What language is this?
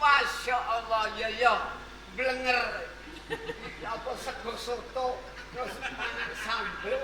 Javanese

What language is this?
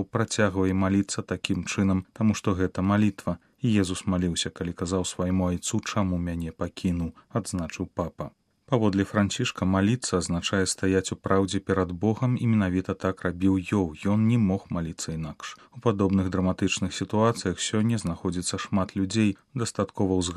Belarusian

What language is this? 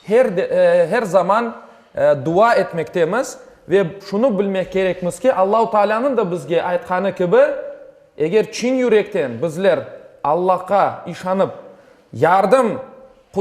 Crimean Tatar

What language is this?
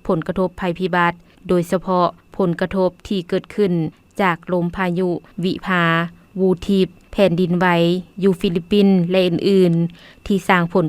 Lao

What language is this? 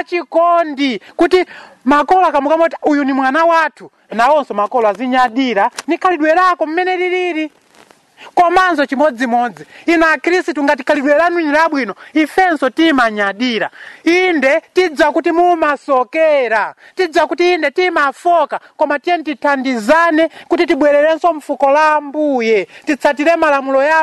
Nyanja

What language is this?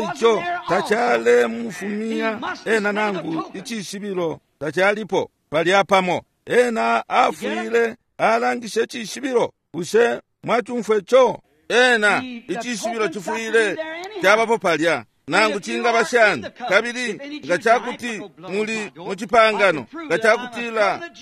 Bemba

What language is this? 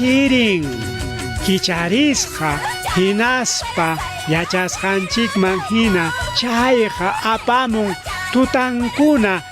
Ayacucho Quechua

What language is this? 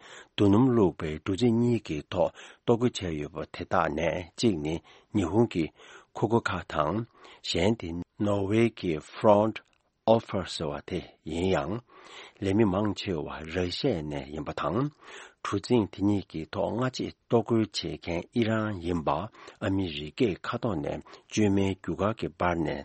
Tibetan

